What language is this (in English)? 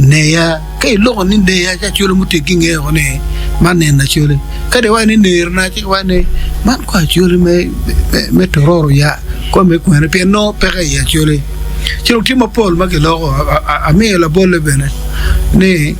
Acoli